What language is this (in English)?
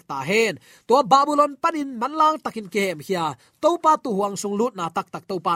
Tedim Chin